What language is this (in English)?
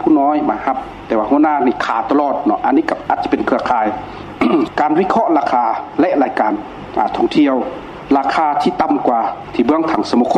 Lao